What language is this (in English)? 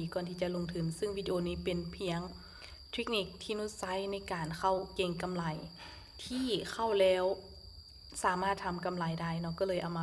Lao